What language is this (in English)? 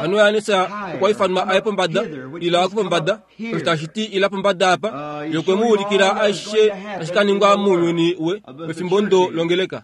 Kuanyama